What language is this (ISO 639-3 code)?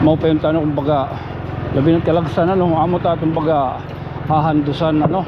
war